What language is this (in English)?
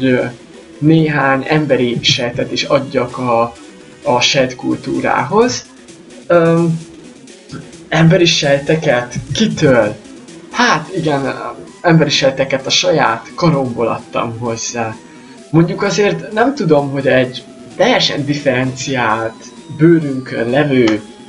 Hungarian